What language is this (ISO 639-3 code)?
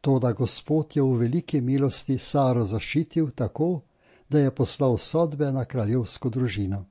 slv